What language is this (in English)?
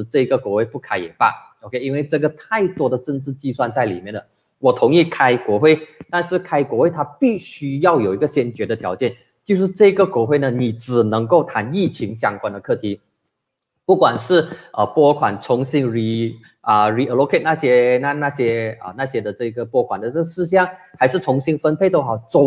Chinese